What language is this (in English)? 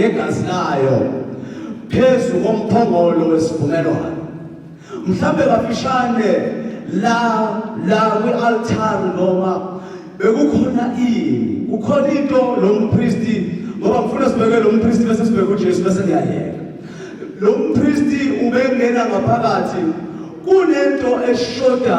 Zulu